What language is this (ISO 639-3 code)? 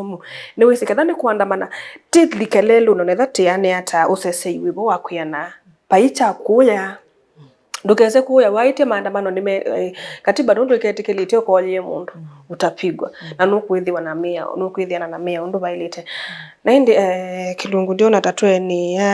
kam